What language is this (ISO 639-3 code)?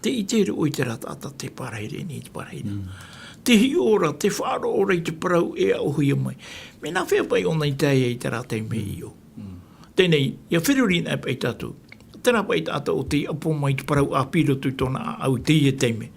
tah